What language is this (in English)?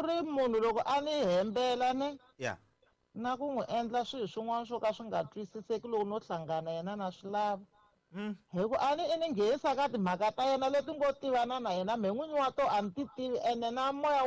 Tsonga